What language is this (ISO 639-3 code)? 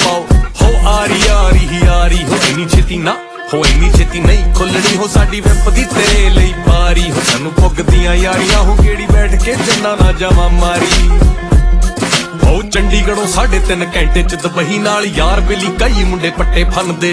pan